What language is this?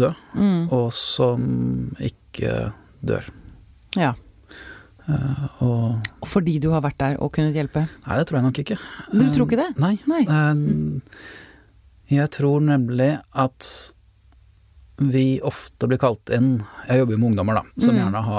Norwegian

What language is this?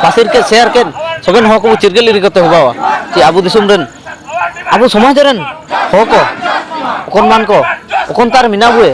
Ho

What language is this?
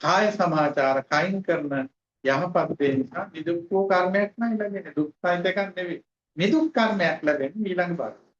Sinhala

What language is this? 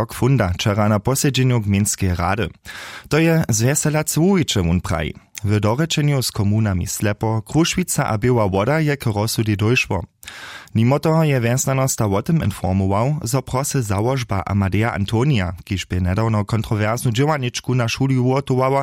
Upper Sorbian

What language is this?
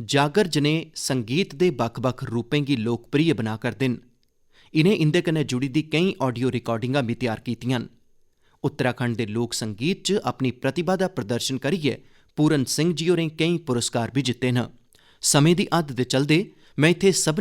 Dogri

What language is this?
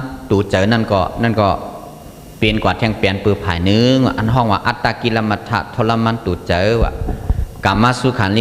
Shan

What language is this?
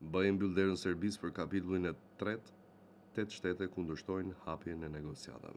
Albanian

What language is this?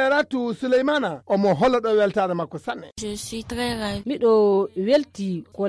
Fula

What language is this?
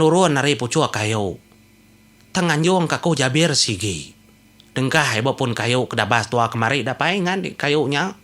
Iban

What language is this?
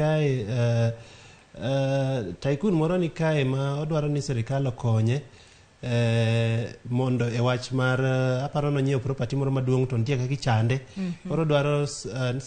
Luo (Kenya and Tanzania)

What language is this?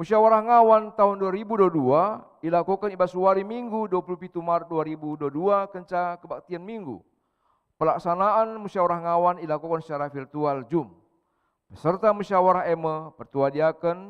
Batak Karo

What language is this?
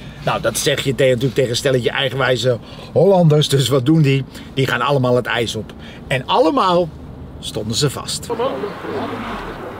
Dutch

